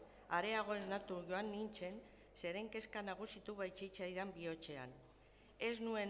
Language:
Basque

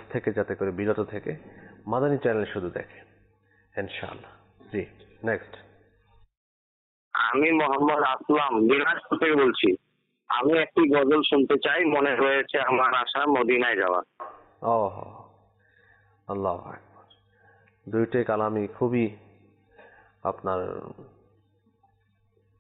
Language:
Bangla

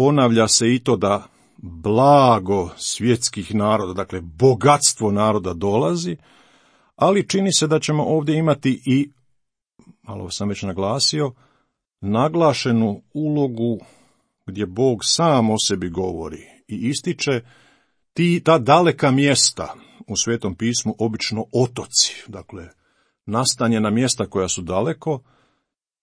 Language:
Croatian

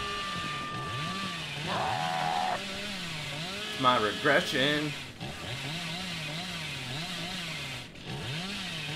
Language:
English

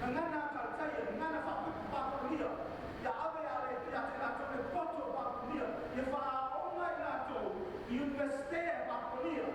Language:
Samoan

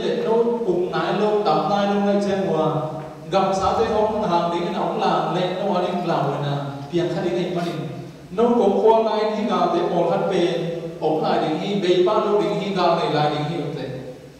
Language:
Tedim Chin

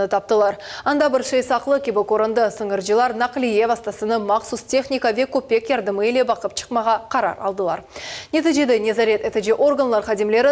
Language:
Crimean Tatar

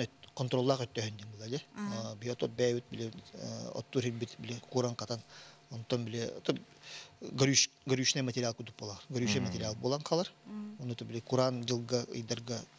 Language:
Yakut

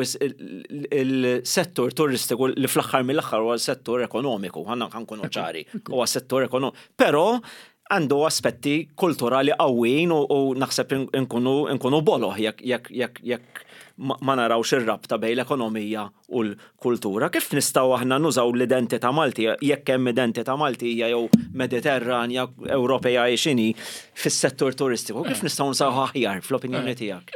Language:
Maltese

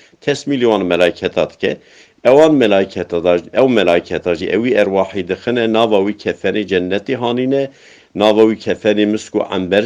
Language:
Kurdish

